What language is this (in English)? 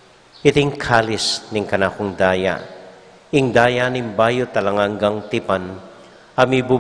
Pampanga